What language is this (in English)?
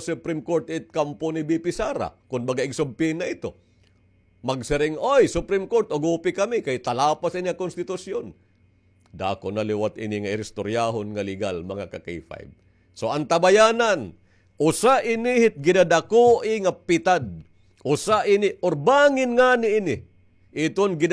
Waray